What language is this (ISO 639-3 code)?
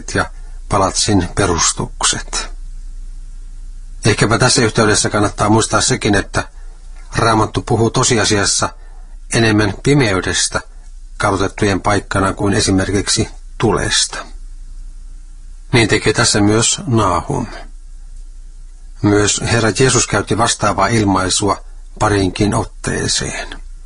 fin